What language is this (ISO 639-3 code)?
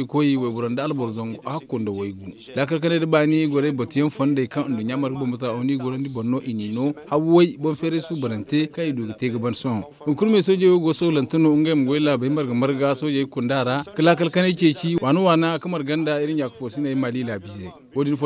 dje